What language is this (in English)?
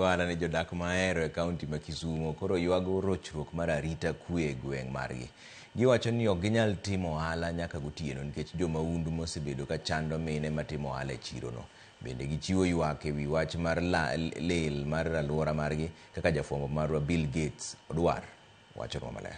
Luo (Kenya and Tanzania)